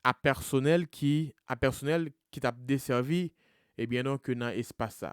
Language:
Haitian Creole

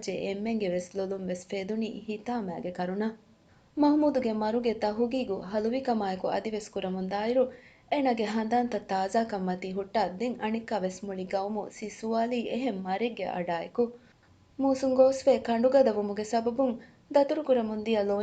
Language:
Divehi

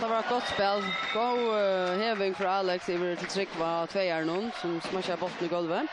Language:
Faroese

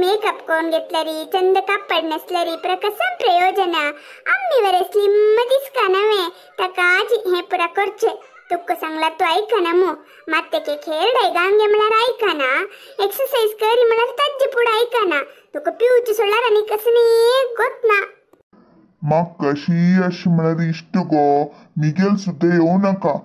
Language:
Konkani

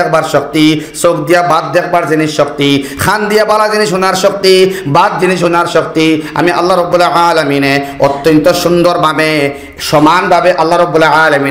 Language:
Sylheti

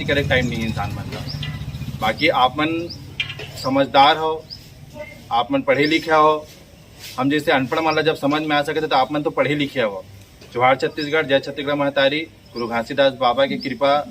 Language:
Chhattisgarhi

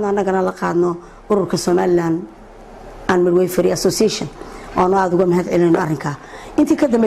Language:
Somali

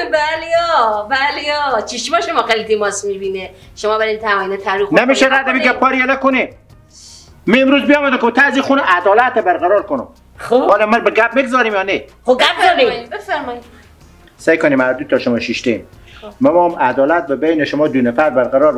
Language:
Persian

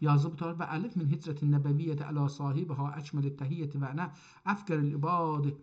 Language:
South Azerbaijani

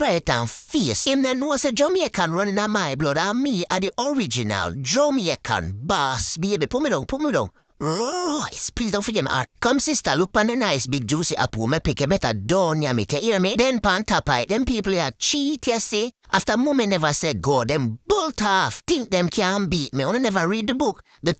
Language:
Jamaican Creole English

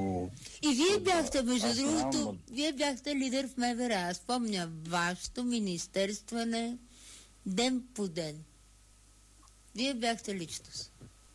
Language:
Bulgarian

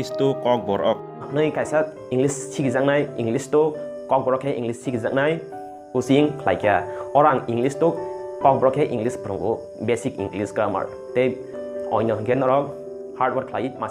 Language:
Kok Borok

